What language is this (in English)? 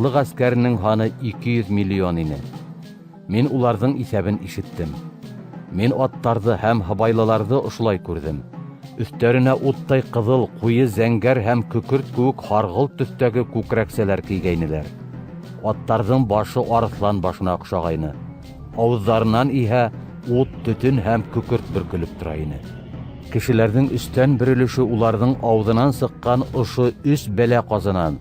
Bashkir